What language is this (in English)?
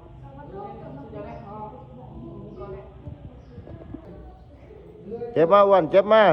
Lao